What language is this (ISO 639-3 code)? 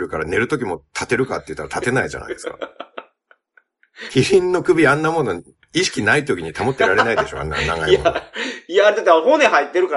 jpn